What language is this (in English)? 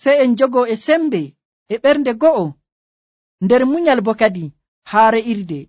Nigerian Fulfulde